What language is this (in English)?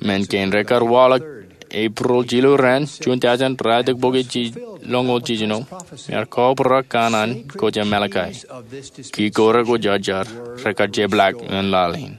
Marshallese